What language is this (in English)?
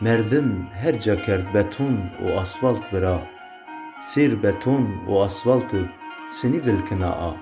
Zaza